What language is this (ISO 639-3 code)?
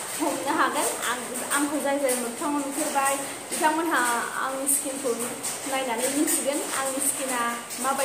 brx